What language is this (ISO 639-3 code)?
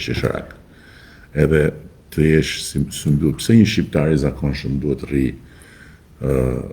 sqi